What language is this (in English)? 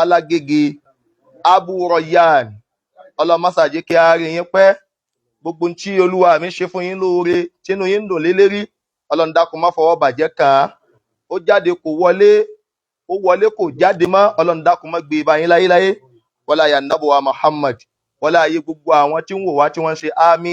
Yoruba